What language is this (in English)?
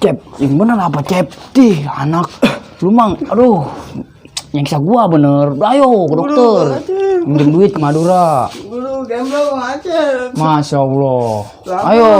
Betawi